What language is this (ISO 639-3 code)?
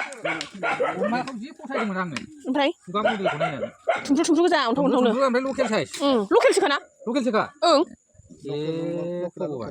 brx